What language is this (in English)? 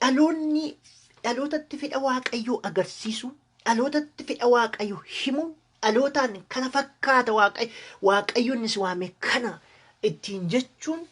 Oromo